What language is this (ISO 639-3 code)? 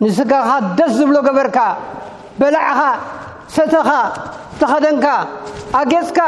tir